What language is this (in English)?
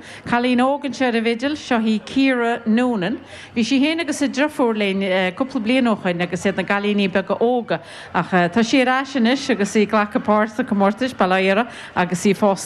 Irish